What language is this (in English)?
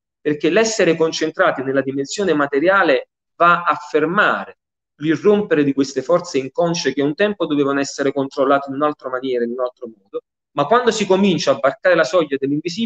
Italian